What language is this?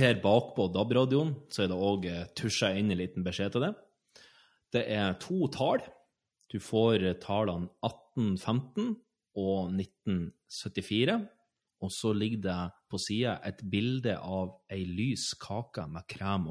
Norwegian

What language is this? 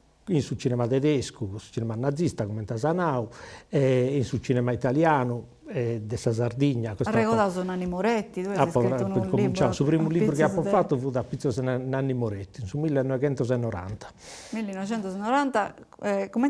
Sardinian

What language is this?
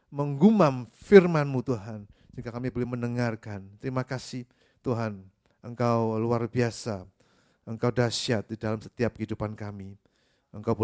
Indonesian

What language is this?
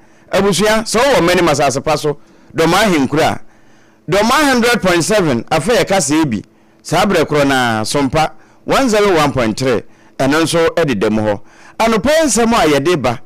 Akan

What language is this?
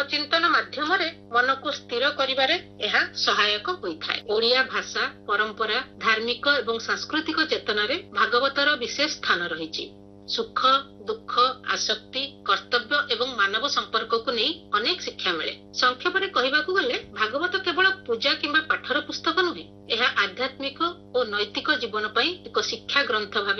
Odia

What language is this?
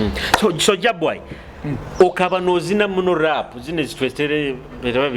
Nyoro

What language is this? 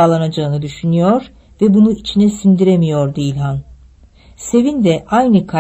Turkish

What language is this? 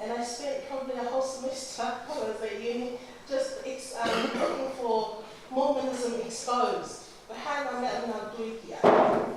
Tongan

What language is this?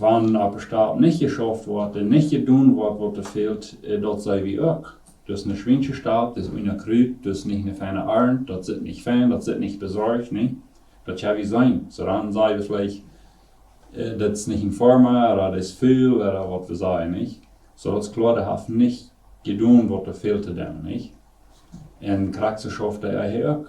Plautdietsch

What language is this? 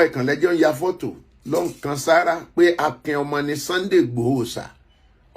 Yoruba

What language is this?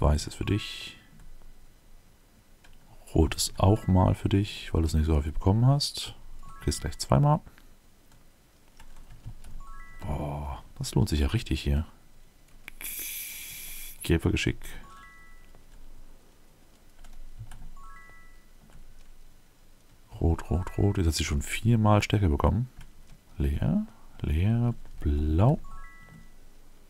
German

